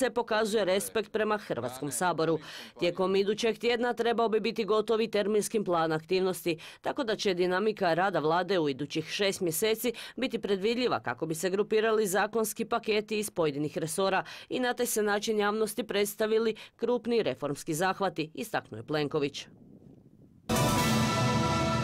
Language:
Croatian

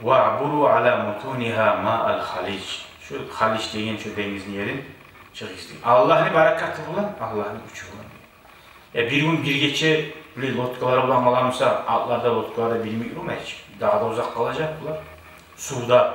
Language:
Kumyk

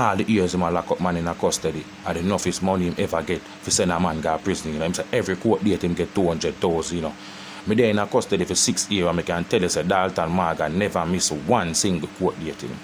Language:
Jamaican Creole English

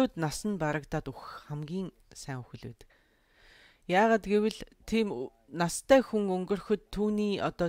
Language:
Mongolian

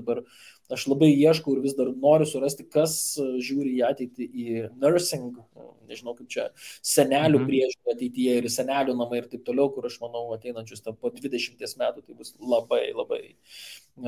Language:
Lithuanian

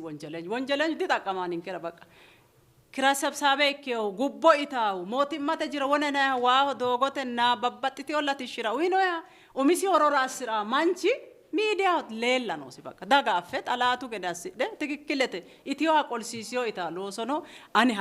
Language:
Sidamo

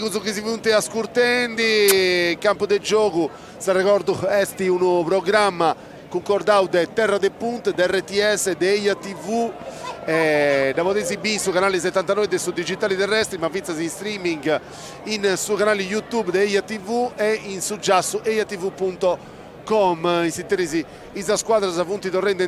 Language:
Sardinian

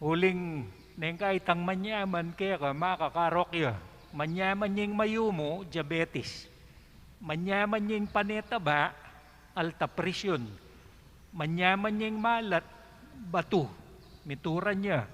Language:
Pampanga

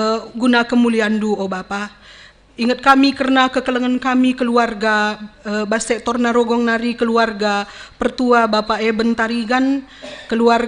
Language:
Batak Karo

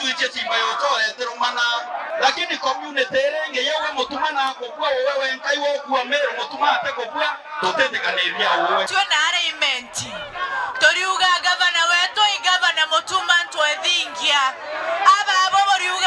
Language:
Meru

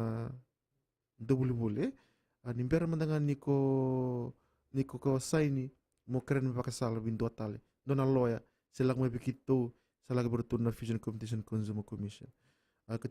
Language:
Fijian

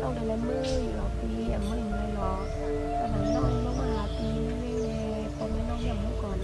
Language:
Shan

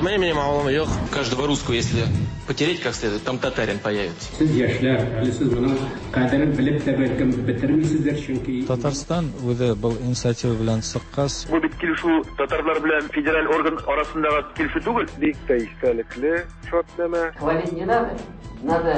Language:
Tatar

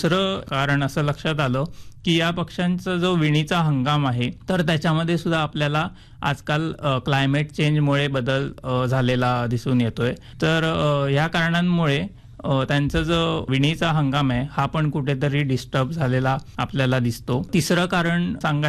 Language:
Marathi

